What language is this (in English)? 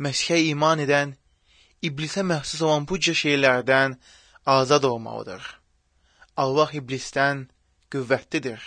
Azerbaijani